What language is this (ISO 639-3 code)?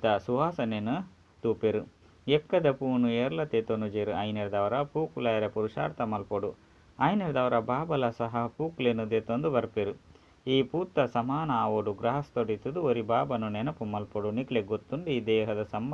tcy